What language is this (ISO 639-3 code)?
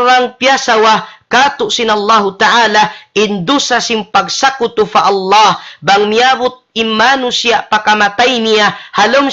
tsg